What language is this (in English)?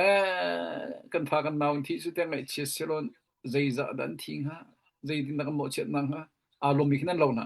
Hakha Chin